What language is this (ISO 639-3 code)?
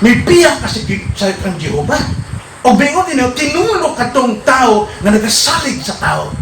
ceb